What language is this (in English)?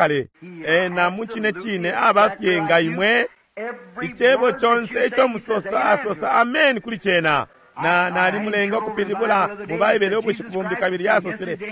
Bemba